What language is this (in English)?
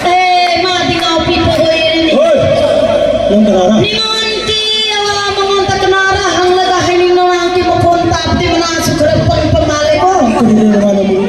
Manipuri